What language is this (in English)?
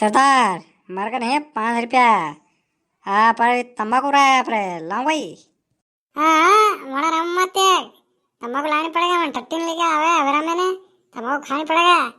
Rajasthani